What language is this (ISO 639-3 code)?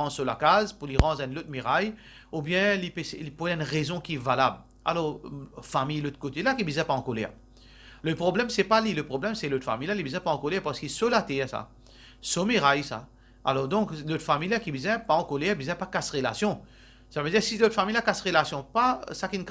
mfe